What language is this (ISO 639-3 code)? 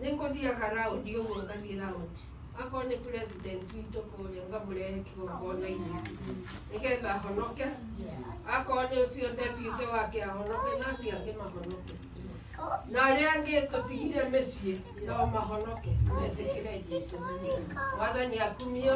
kik